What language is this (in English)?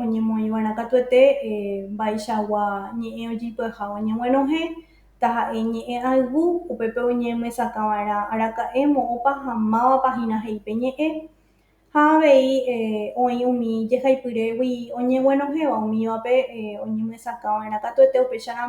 Guarani